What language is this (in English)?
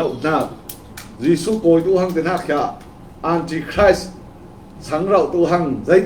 Falam Chin